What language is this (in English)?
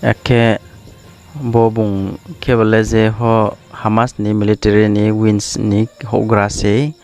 Riang (India)